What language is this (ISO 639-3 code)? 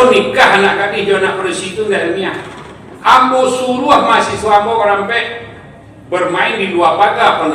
min